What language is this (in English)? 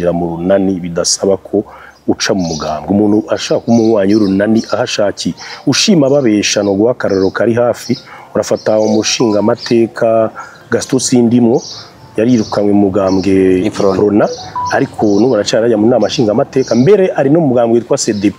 Rundi